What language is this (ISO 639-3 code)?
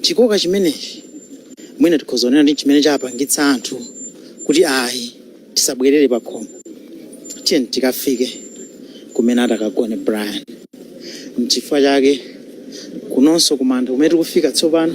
nya